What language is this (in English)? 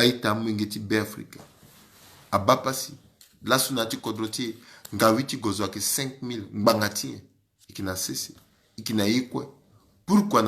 Sango